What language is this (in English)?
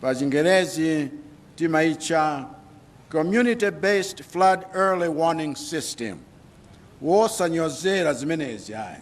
Nyanja